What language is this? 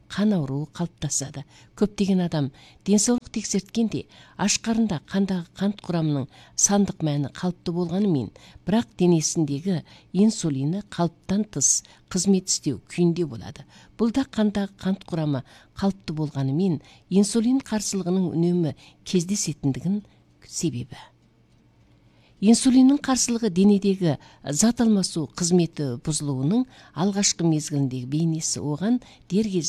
Kazakh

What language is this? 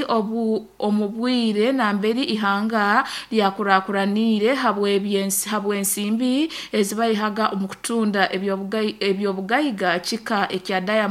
Nyoro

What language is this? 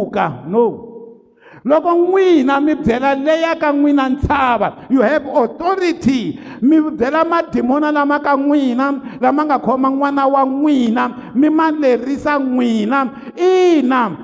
Tsonga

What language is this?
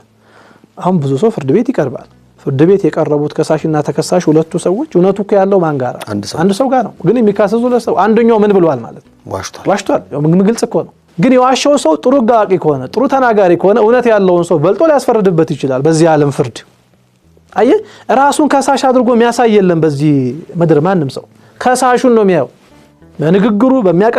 Amharic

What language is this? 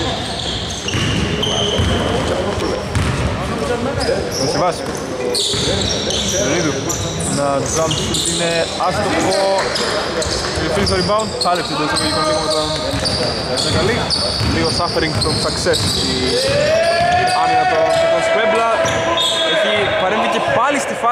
Greek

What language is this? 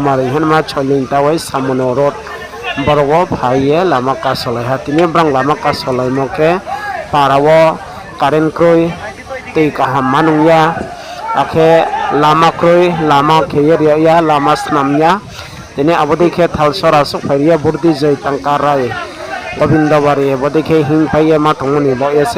Riang (India)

